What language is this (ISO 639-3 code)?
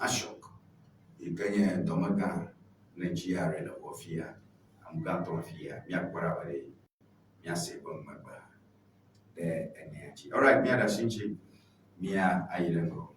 ewe